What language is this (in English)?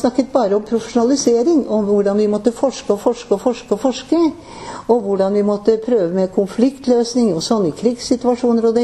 Norwegian